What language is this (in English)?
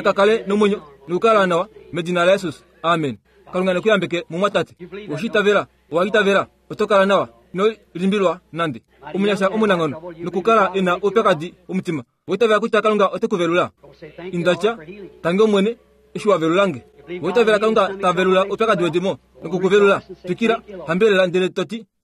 Kuanyama